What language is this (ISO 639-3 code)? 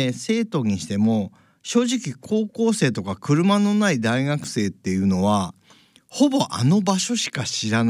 jpn